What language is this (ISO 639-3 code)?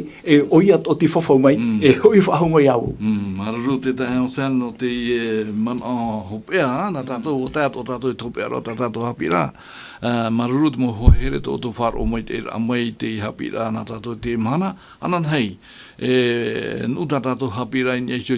tah